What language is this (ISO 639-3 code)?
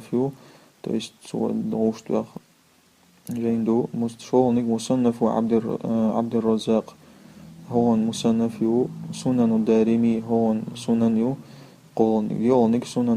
che